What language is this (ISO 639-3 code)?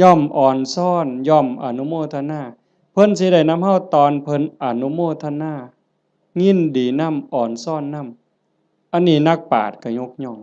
tts